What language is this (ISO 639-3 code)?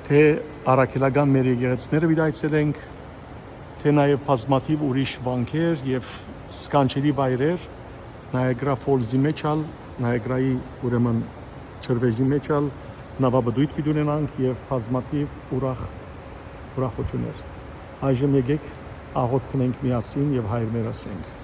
hyw